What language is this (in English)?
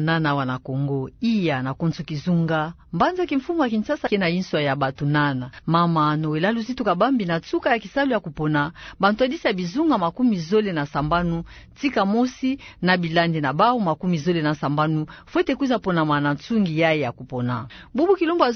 Kituba (Democratic Republic of Congo)